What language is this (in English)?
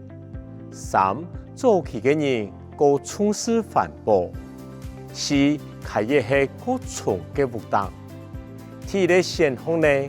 Hakka Chinese